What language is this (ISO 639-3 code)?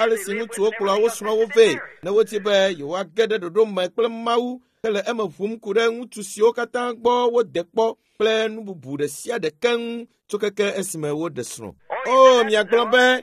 ewe